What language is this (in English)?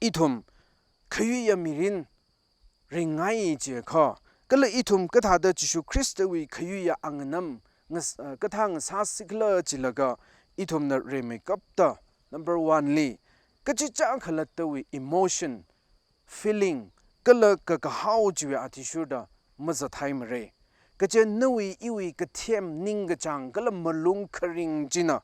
Tangkhul Naga (India)